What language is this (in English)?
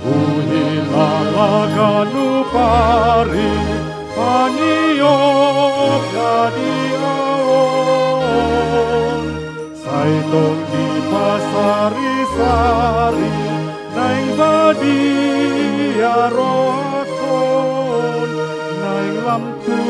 Batak Toba